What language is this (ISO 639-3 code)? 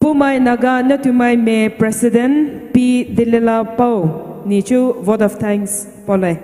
pmx